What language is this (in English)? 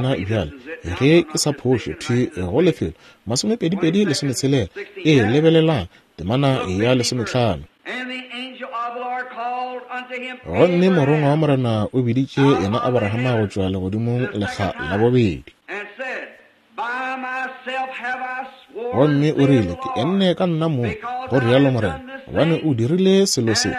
Northern Sotho